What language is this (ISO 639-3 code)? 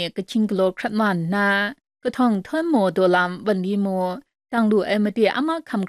kac